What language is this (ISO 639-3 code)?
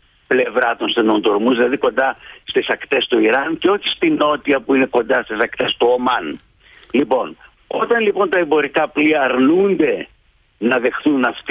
ell